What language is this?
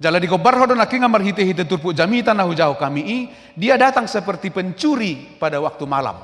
Batak Toba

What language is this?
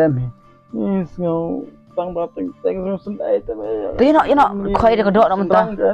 Khasi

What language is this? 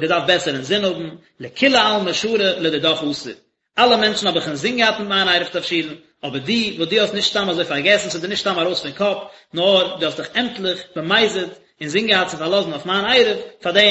Yiddish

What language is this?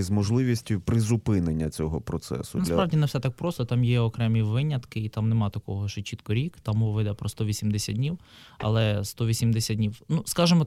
Ukrainian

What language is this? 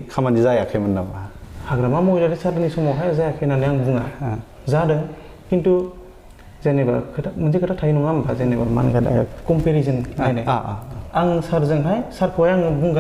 Bodo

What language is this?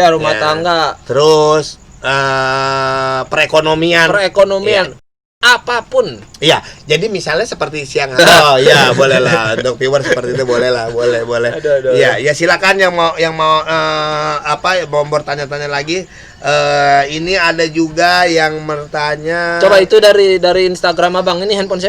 Betawi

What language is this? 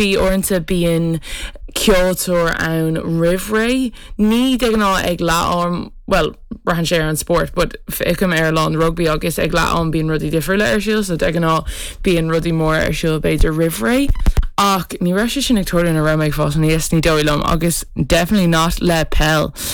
Irish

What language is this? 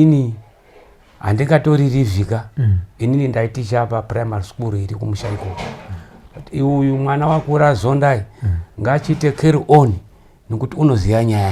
Shona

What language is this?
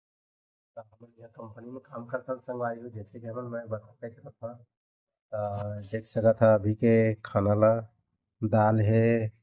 Chhattisgarhi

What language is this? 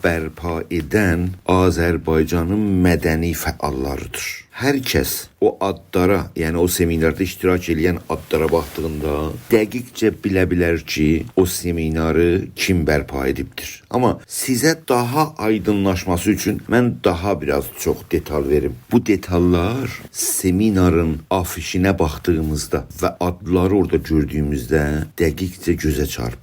South Azerbaijani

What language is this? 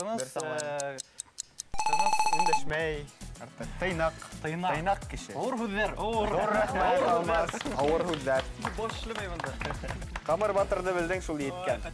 Bashkir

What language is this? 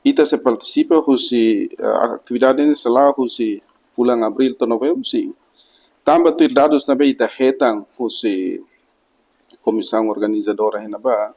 Tetum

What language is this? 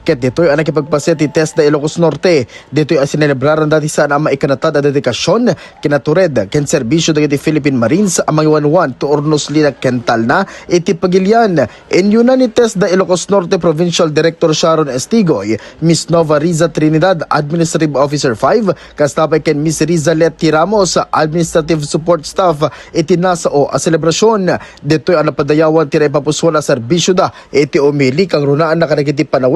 Iloko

